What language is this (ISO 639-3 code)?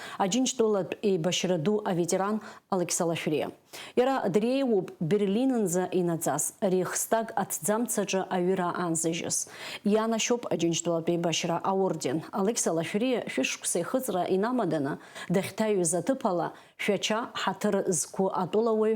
abk